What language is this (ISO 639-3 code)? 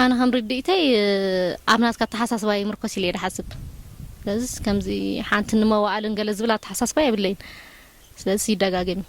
tir